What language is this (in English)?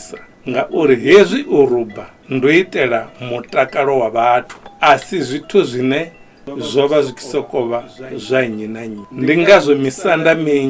Venda